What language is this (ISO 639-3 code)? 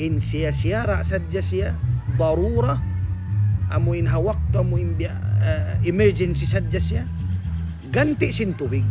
tsg